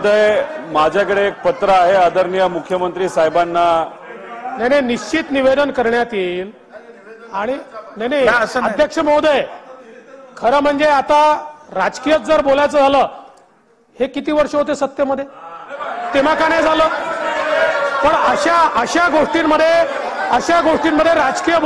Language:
Marathi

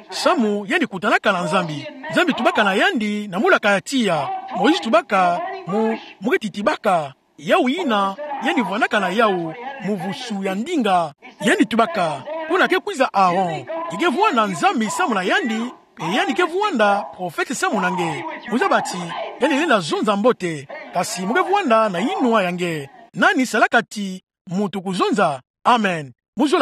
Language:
Kituba (Democratic Republic of Congo)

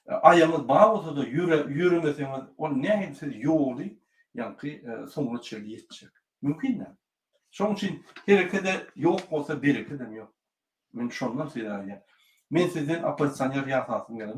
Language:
Turkmen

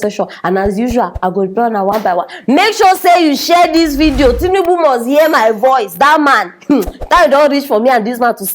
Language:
Nigerian Pidgin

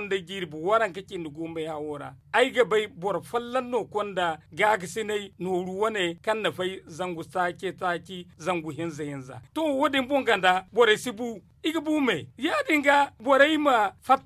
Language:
Zarma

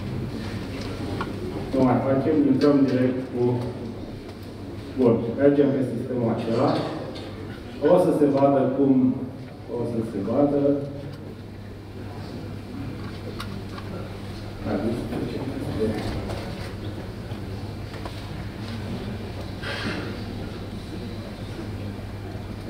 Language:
Romanian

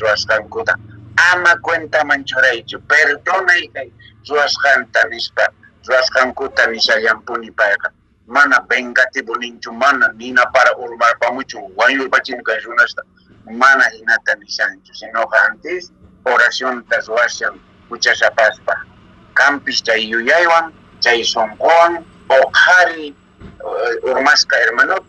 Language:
Quechua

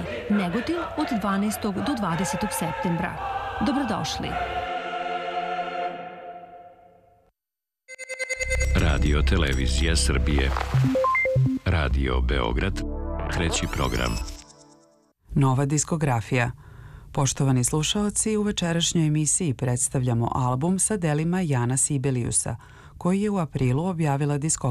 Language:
Serbian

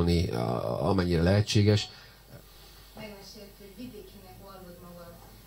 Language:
Hungarian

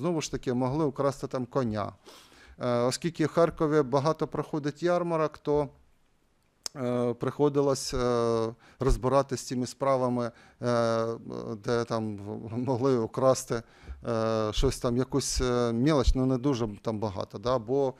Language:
Ukrainian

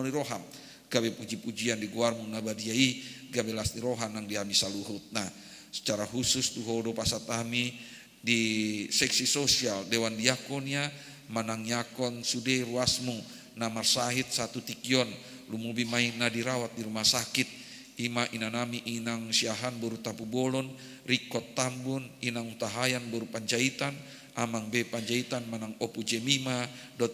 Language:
Batak Toba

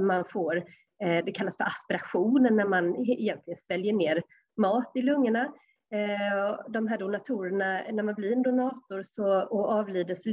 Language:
Swedish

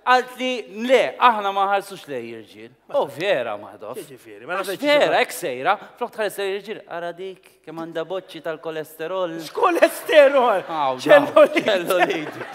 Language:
Maltese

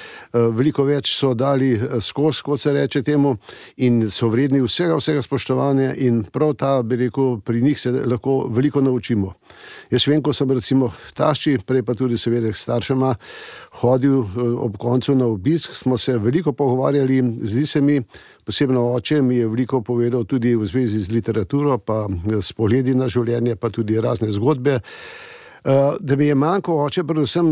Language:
Slovenian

